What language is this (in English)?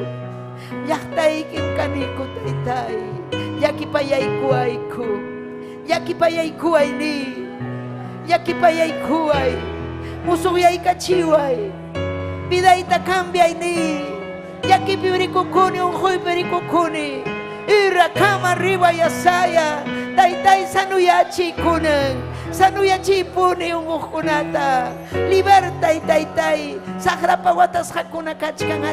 Ayacucho Quechua